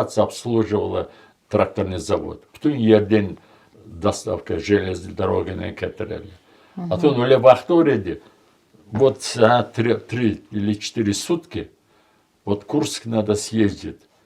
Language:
Crimean Tatar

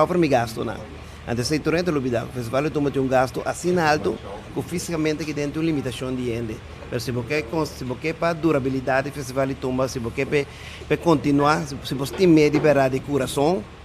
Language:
Papiamento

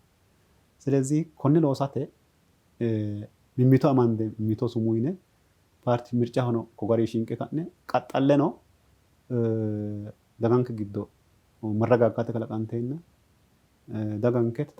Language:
Sidamo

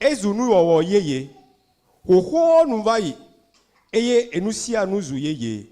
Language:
Ewe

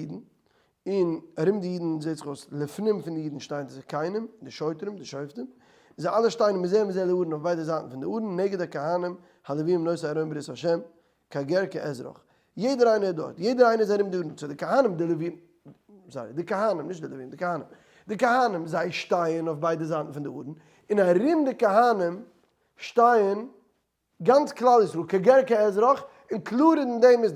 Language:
Yiddish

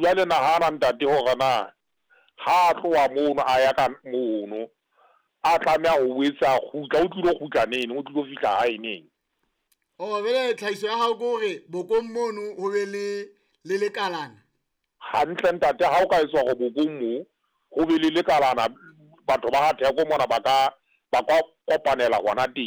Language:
Southern Sotho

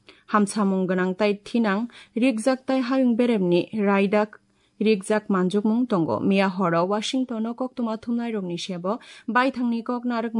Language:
Kok Borok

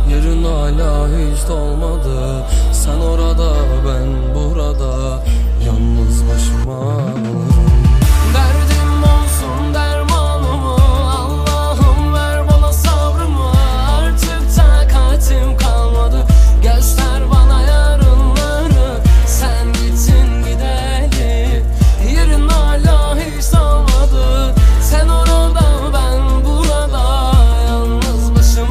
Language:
Turkish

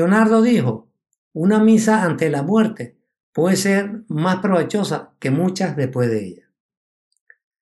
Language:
Spanish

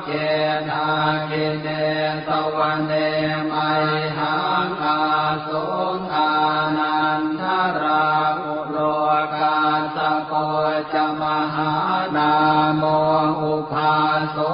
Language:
Pali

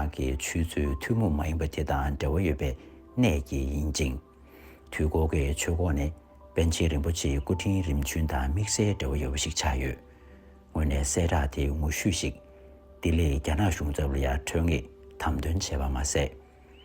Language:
Tibetan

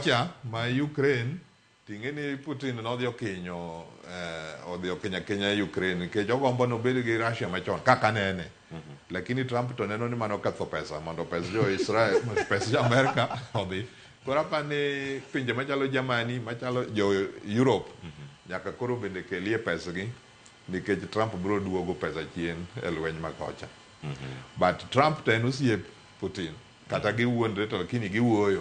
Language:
Luo (Kenya and Tanzania)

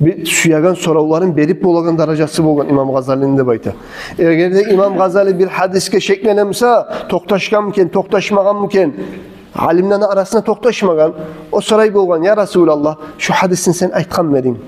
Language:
Kumyk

